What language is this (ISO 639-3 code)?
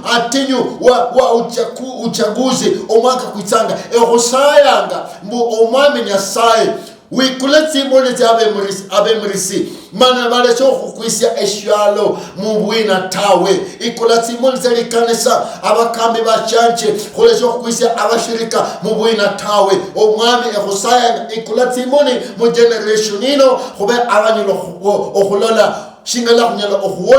luy